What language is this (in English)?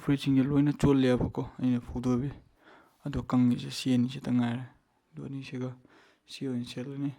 Manipuri